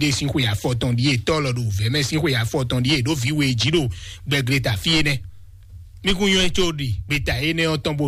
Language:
Fon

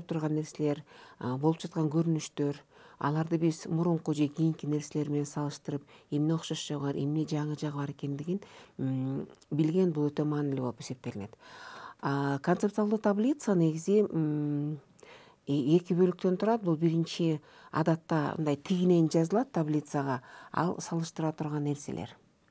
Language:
Kyrgyz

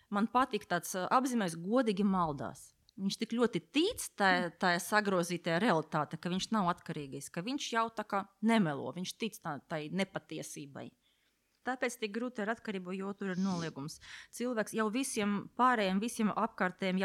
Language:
Latvian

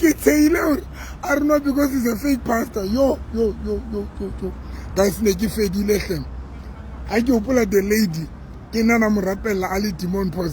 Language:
Southern Sotho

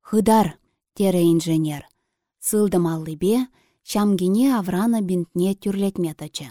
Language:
Chuvash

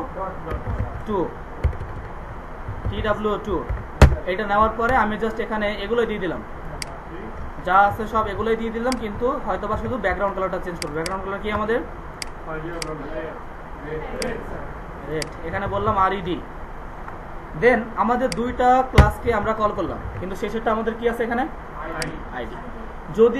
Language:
Bangla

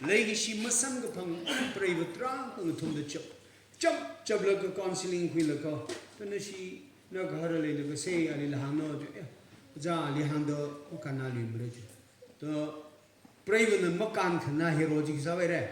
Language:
Tangkhul Naga (India)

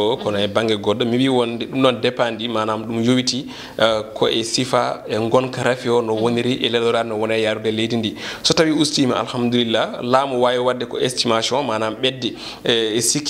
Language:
Fula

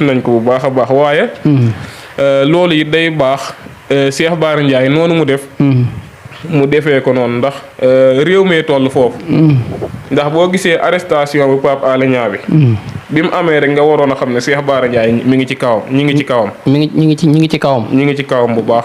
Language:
Wolof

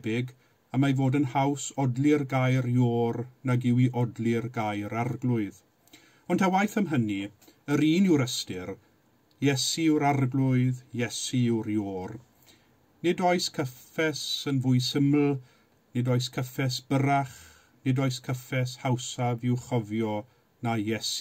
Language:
Welsh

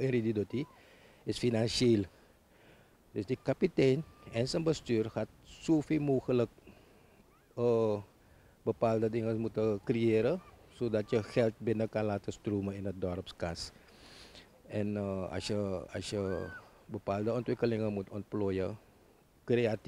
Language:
Dutch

